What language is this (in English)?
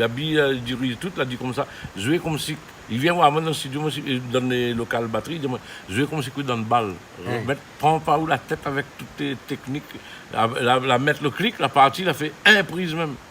Réunion Creole French